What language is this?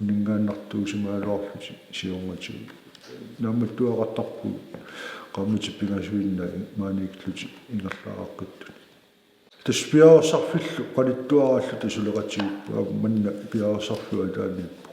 Kalaallisut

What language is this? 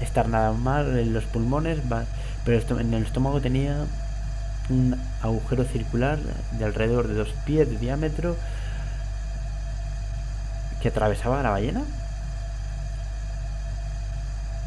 Spanish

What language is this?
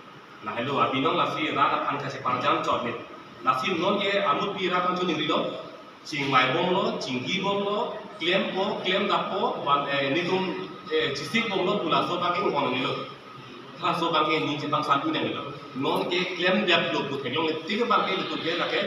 Karbi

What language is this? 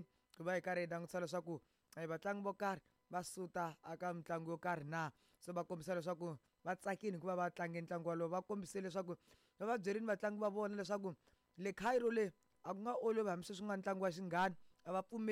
Tsonga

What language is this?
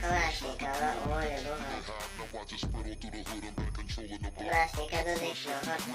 Chechen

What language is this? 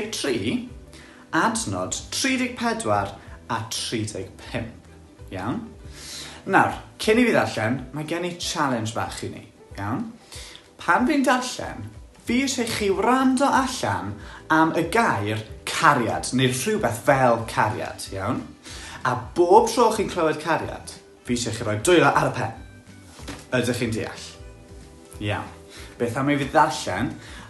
Welsh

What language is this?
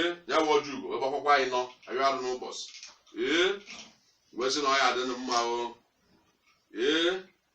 Igbo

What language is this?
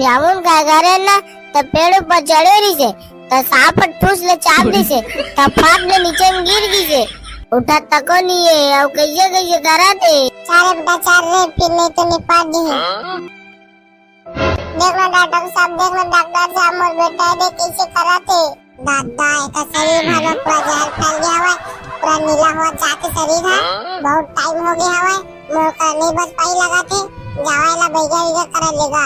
Chhattisgarhi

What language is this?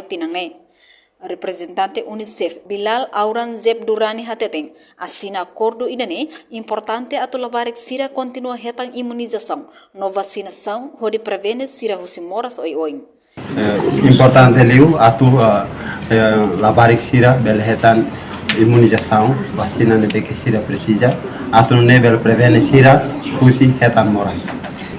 Tetum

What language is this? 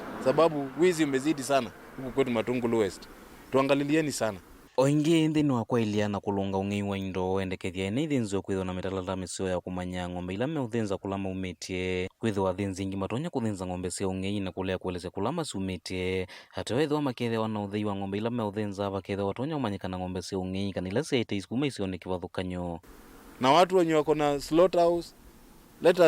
Kamba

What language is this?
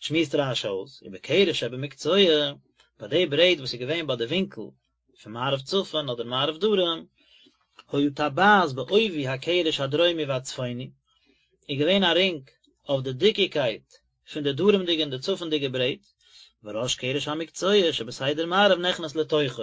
Yiddish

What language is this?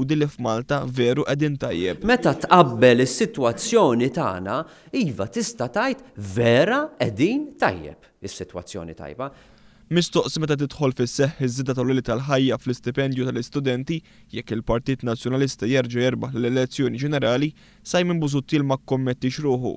Maltese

